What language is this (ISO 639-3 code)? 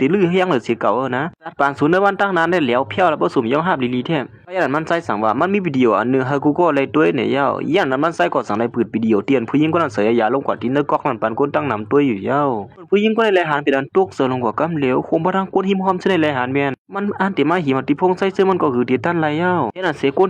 shn